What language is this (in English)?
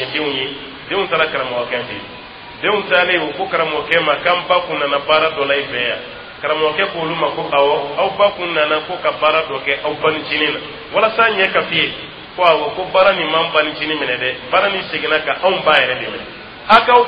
Dyula